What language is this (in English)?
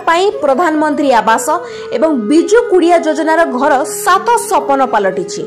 Odia